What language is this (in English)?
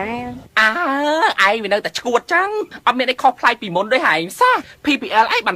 Khmer